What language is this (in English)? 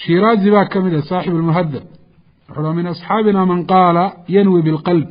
Somali